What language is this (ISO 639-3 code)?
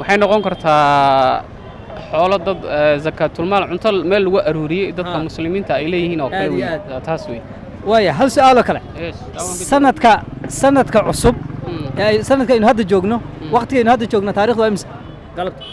som